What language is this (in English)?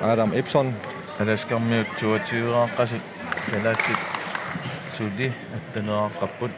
Kalaallisut